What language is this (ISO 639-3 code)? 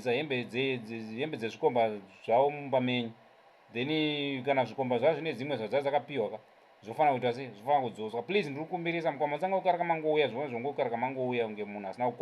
sna